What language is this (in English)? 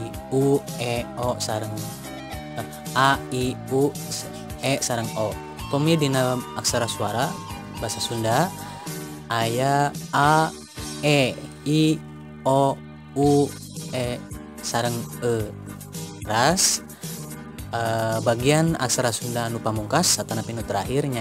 Sundanese